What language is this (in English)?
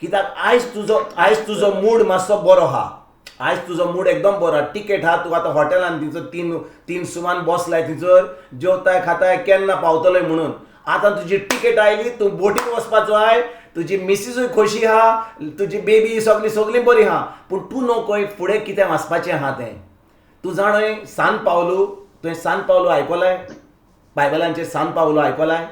Konkani